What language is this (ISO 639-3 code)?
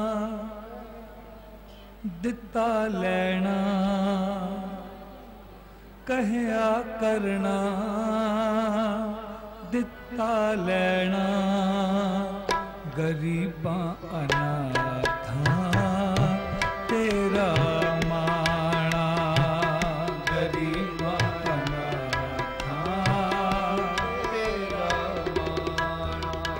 pan